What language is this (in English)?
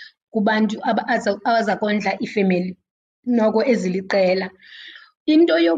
Xhosa